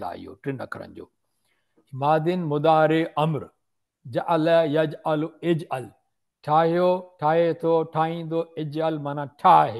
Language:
Sindhi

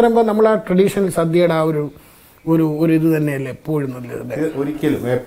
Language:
Malayalam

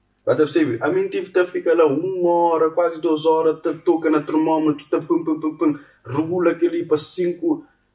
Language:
Kabuverdianu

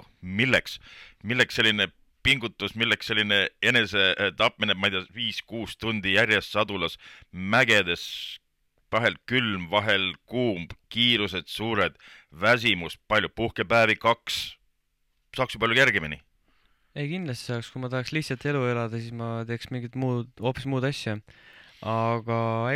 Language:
Estonian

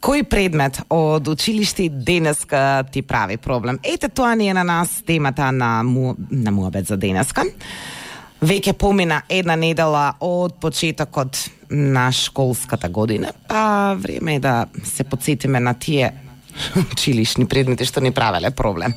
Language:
Macedonian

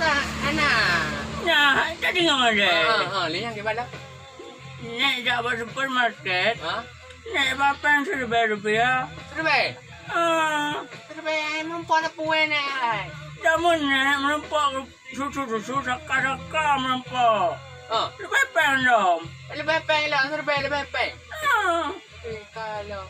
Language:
Achinese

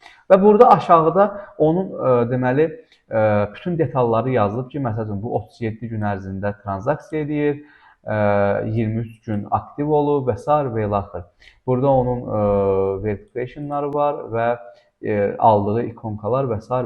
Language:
Azerbaijani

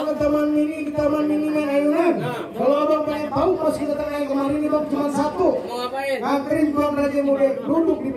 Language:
Betawi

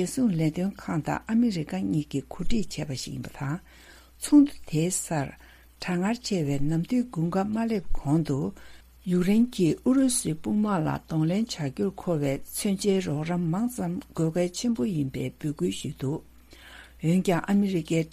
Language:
Tibetan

